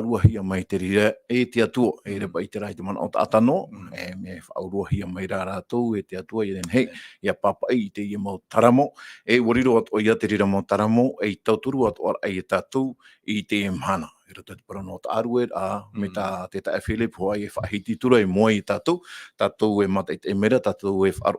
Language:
Tahitian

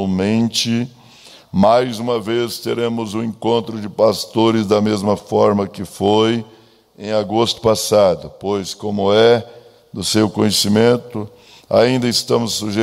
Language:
Portuguese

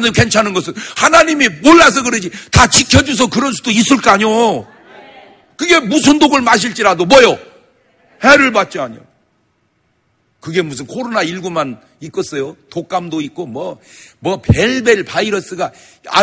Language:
Korean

